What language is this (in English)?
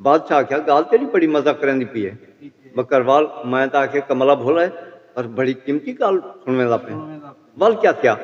Saraiki